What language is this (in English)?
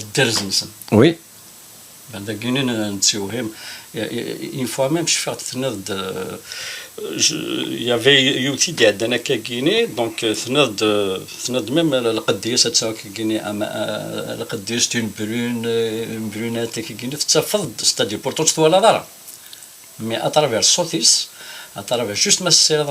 Kabyle